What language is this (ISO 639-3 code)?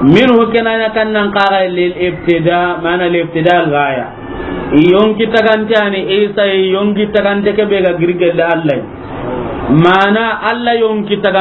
snk